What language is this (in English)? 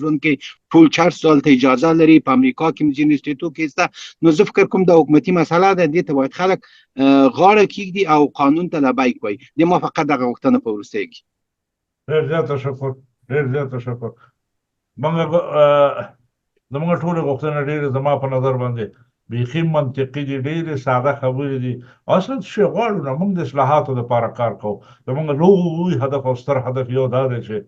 Pashto